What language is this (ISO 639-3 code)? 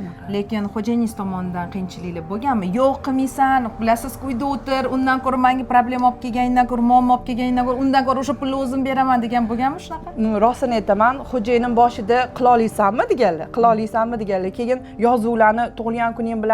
uzb